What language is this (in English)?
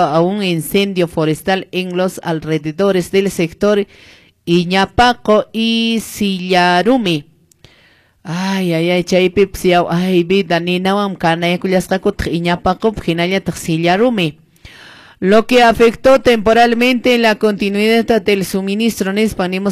Quechua